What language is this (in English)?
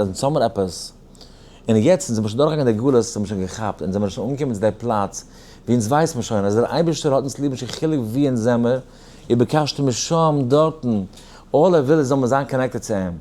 Yiddish